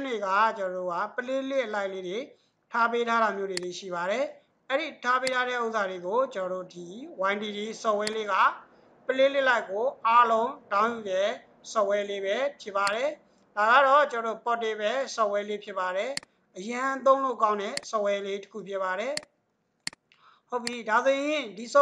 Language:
Burmese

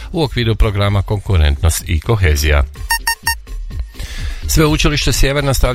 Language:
Croatian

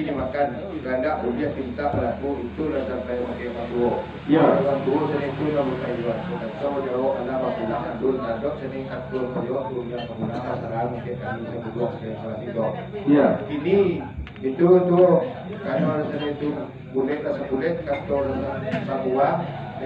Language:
Minangkabau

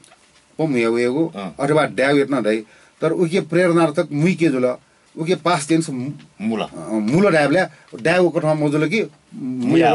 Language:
Newari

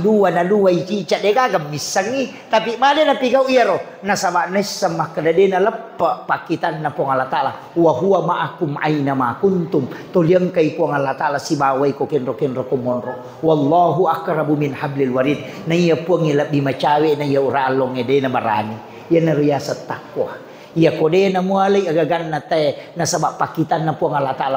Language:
Buginese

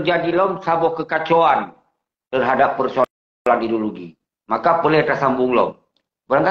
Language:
Achinese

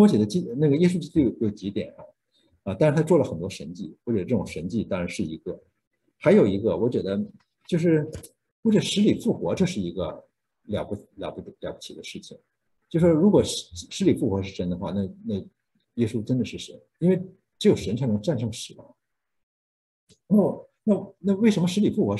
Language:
Chinese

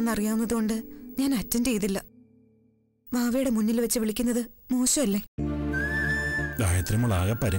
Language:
Malayalam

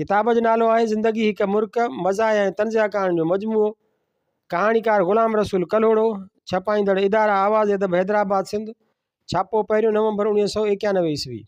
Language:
Sindhi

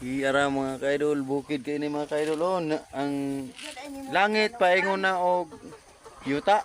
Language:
Cebuano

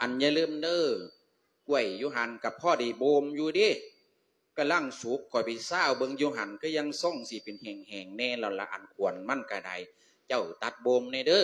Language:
Lao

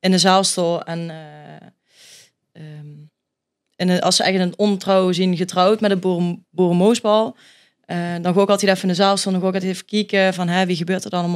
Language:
Limburgish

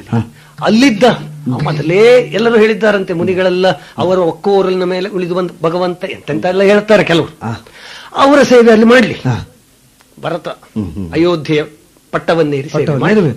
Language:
Kannada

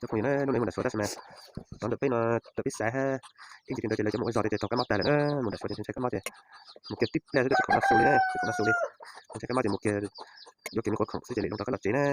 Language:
Hmong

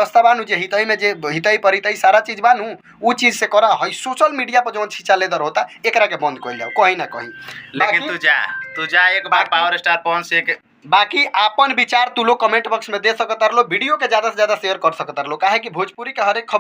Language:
Bhojpuri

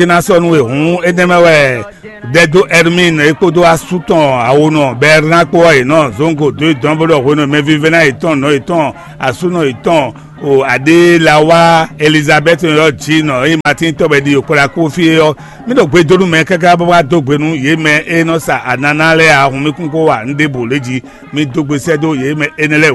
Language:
Fon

